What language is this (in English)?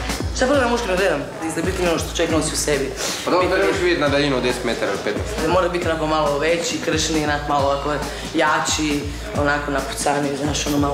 Croatian